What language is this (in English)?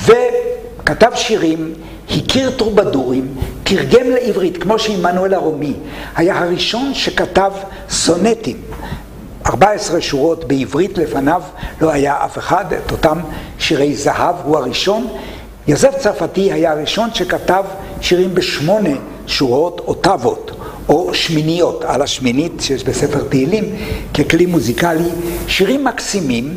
Hebrew